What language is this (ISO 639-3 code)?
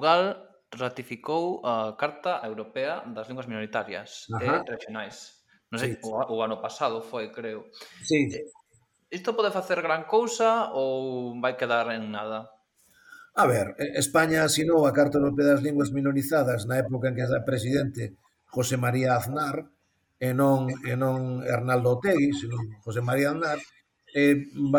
glg